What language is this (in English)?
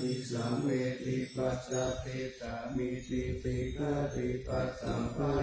Pali